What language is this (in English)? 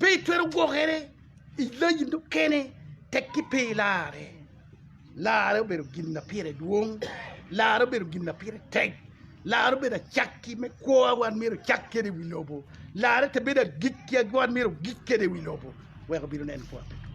Acoli